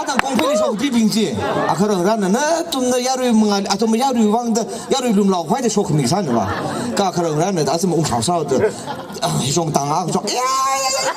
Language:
Tangkhul Naga (India)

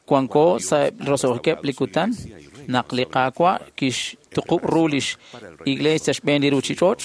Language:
Kekchí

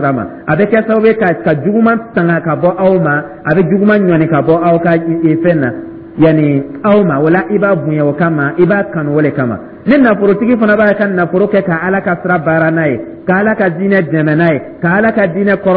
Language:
Dyula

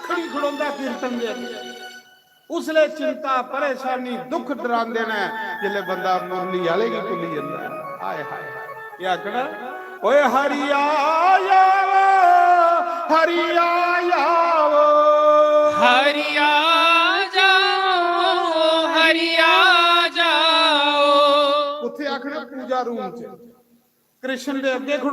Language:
Dogri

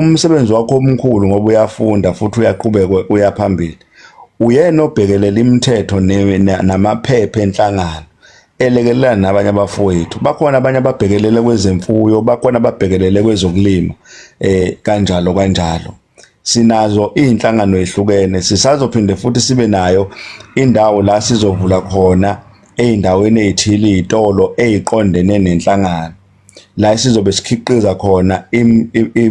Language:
Zulu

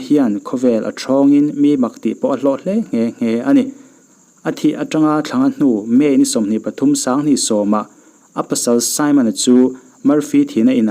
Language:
Mizo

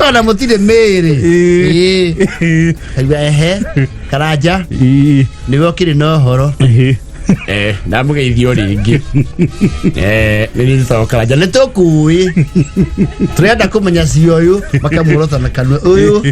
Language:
Kikuyu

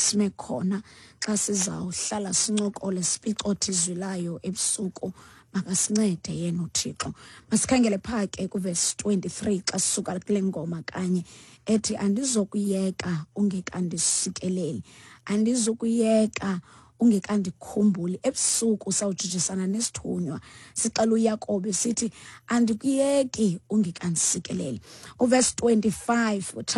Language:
Xhosa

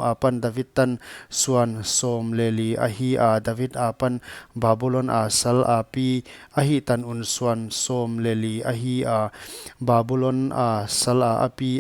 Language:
Paite Chin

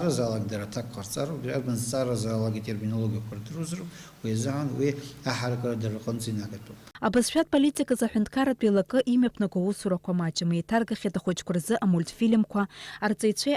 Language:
Abkhazian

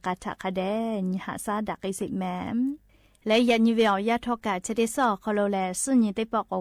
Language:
Lahu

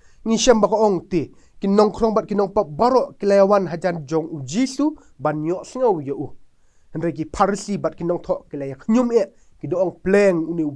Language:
Khasi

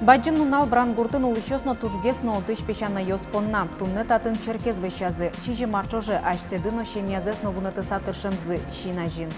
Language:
Udmurt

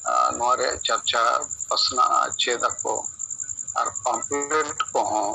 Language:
Santali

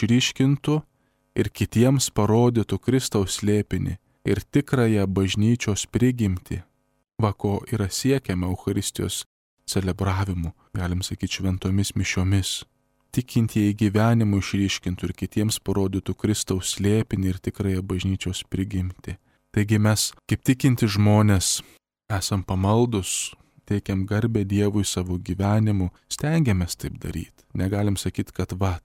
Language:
Lithuanian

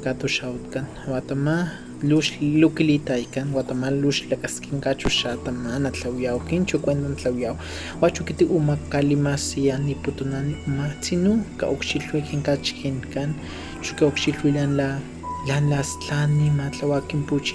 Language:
Highland Totonac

